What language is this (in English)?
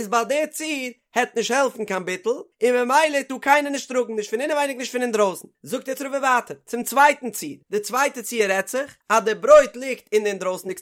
Yiddish